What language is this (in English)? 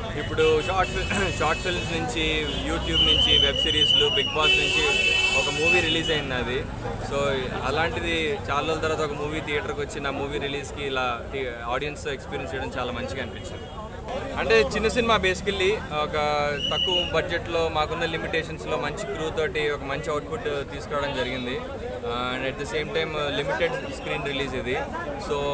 Telugu